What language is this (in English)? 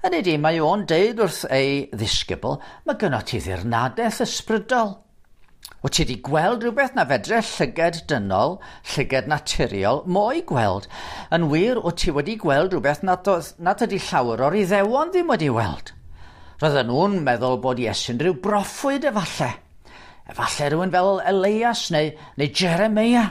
Welsh